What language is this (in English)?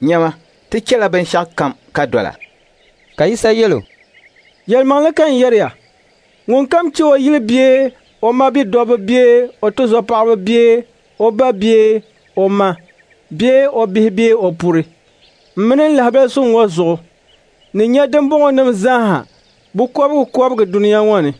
Dagbani